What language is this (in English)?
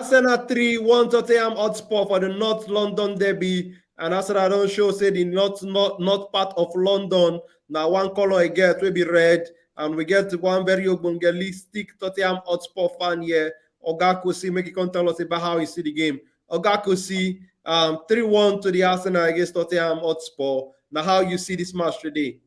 Nigerian Pidgin